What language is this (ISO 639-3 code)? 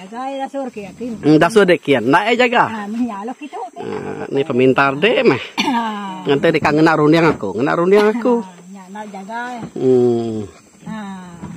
iba